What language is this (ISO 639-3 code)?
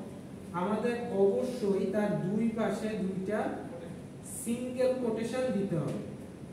ben